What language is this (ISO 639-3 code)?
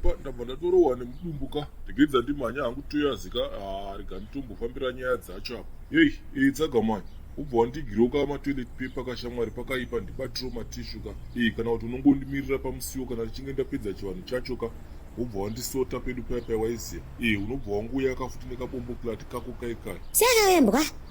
sna